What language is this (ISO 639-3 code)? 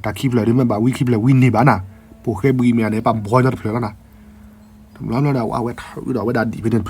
ksw